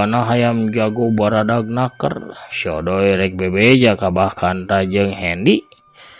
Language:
Sundanese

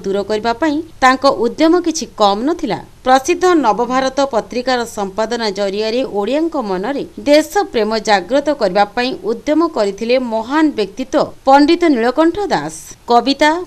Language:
Odia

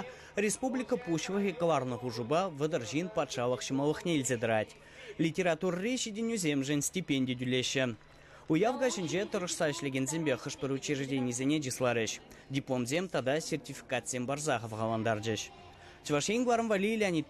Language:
Chuvash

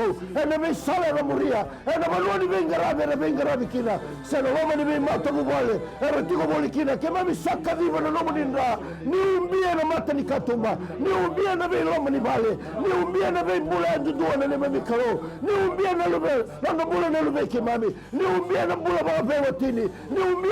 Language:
Fijian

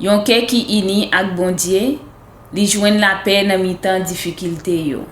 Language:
Haitian Creole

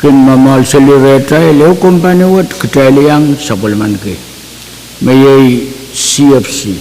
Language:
Pohnpeian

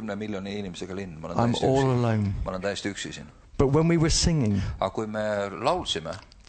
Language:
Estonian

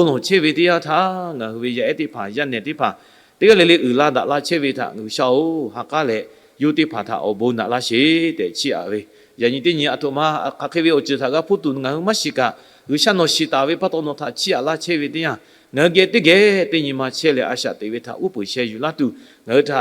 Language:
Lahu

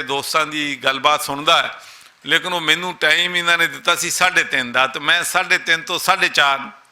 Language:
Western Panjabi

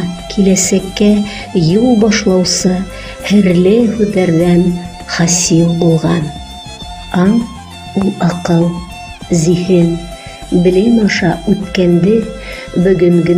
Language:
Bashkir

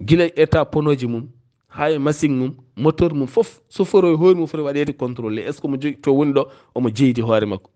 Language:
Fula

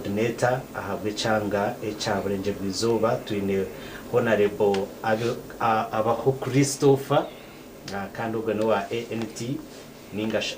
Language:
Nyankole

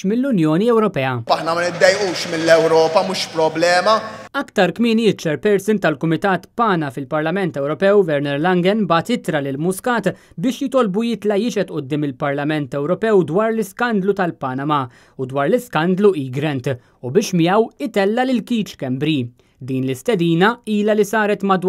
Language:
Maltese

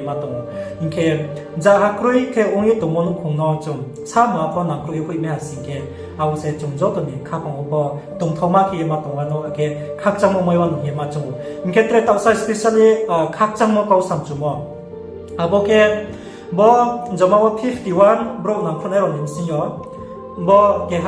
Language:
Riang (India)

